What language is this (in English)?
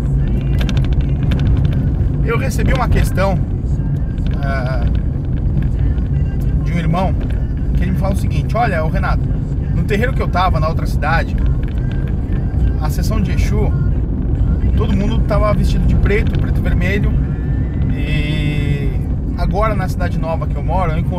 Portuguese